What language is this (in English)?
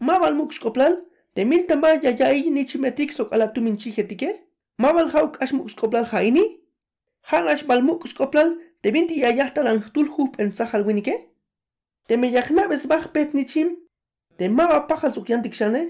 Tzeltal